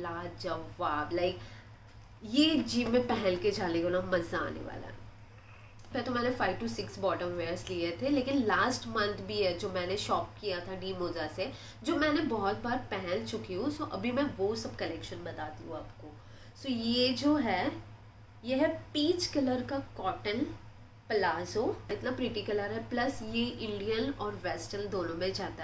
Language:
Hindi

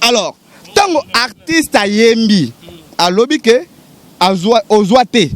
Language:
Lingala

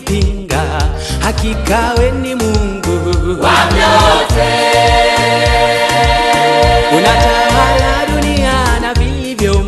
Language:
Swahili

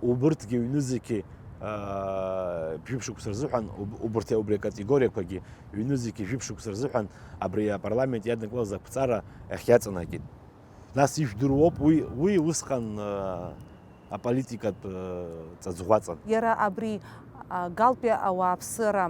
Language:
Abkhazian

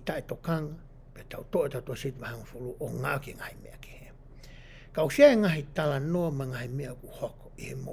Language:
Tongan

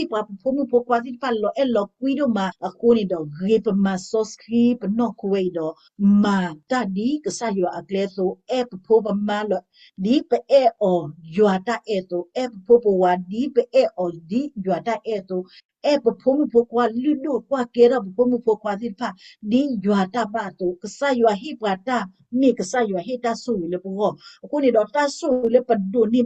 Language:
S'gaw Karen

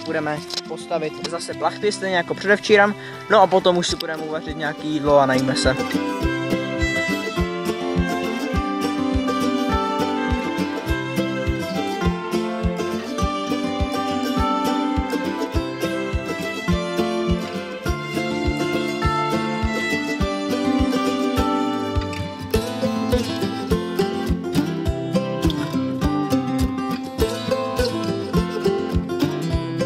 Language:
Czech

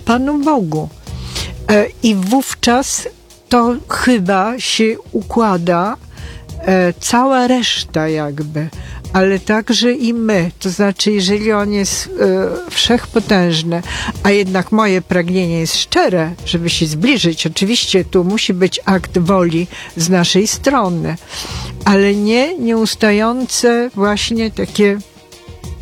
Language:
Polish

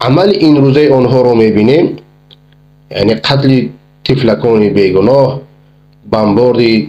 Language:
Persian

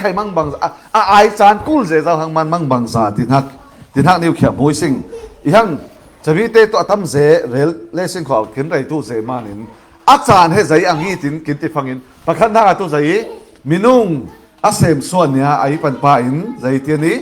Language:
Falam Chin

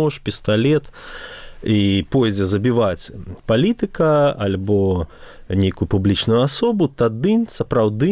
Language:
Belarusian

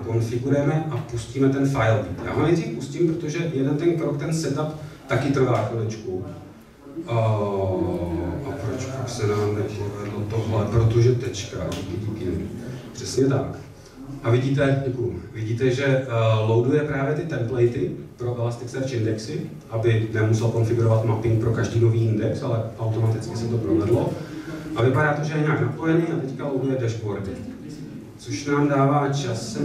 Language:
Czech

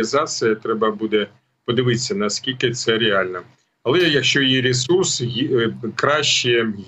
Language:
Ukrainian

